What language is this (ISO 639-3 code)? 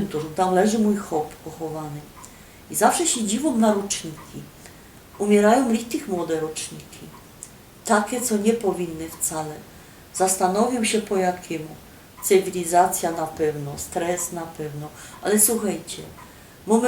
szl